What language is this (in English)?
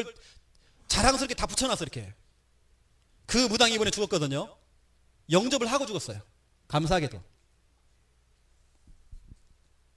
Korean